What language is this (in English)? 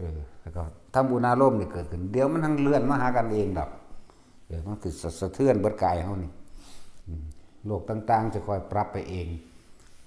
Northeastern Thai